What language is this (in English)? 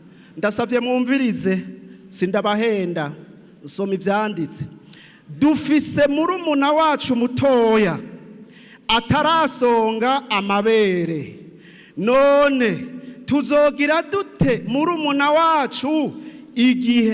Rundi